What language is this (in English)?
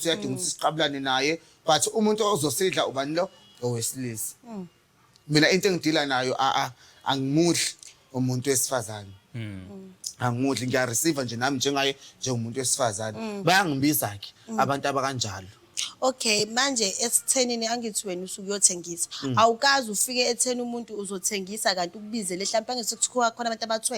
Zulu